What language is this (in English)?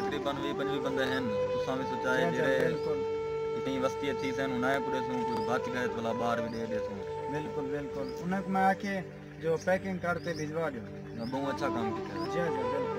Saraiki